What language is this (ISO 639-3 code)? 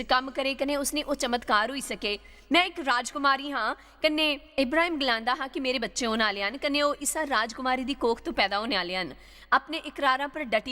doi